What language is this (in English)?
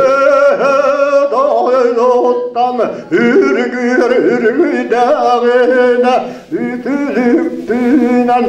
Yakut